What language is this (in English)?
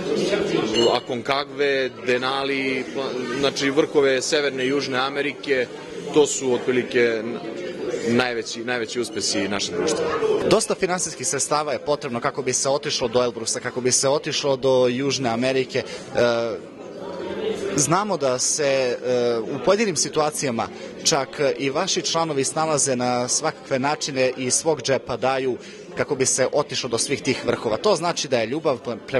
Serbian